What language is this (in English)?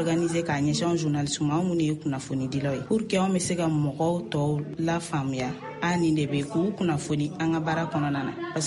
Bambara